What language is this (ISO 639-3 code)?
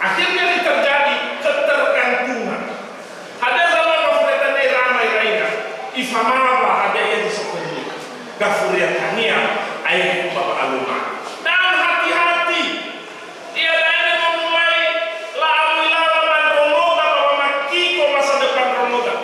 nia